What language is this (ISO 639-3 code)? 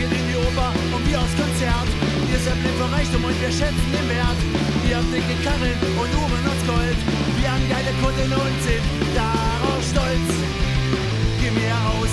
deu